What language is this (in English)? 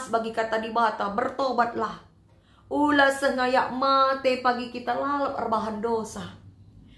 Batak Karo